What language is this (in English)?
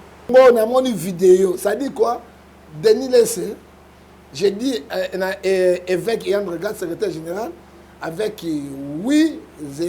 Lingala